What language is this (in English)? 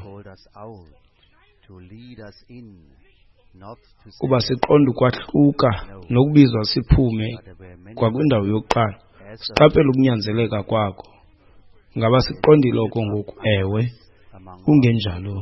Xhosa